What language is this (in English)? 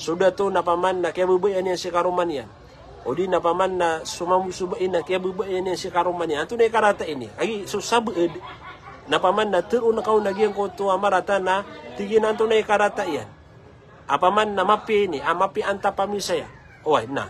Maranao